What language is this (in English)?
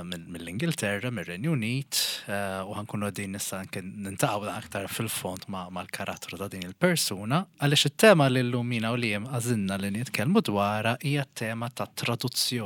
Maltese